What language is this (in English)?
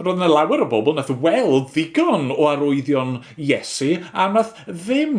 Welsh